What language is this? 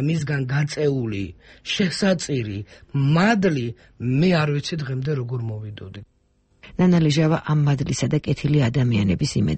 Georgian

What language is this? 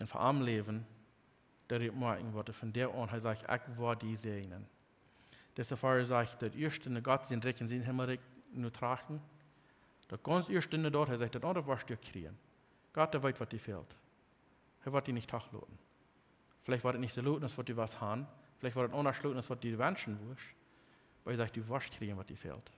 Plautdietsch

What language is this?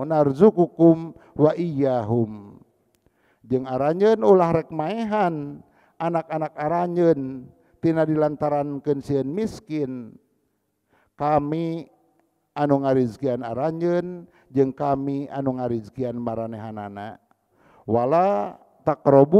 Sundanese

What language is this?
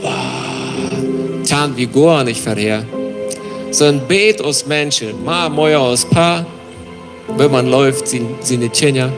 Plautdietsch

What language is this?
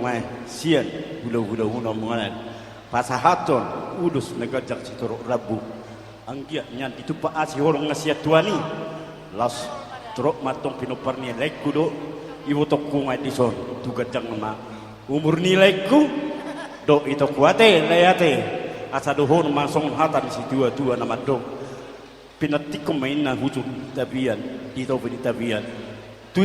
Batak Toba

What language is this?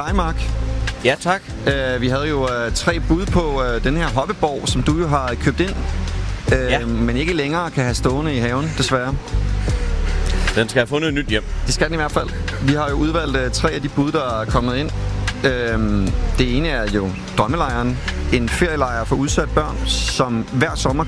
Danish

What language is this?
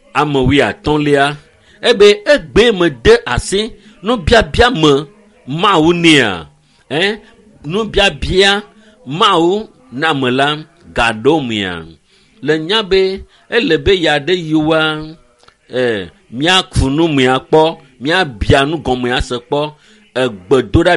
Ewe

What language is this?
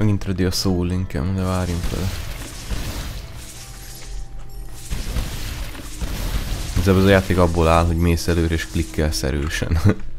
Hungarian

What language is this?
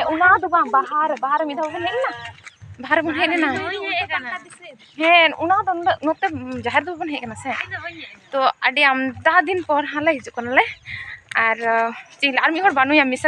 Santali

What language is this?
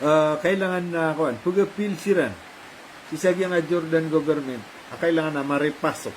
Maranao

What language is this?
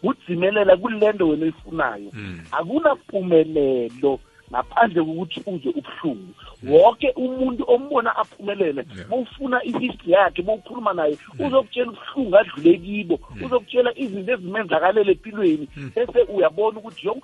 South Ndebele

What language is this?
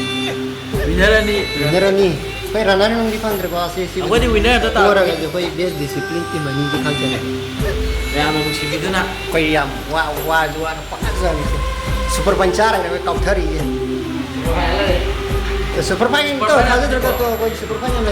Manipuri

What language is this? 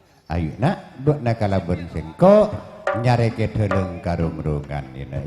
Madurese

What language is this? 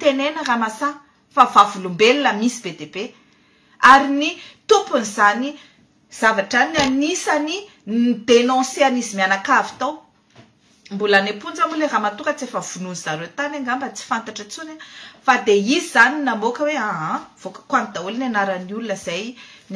Malagasy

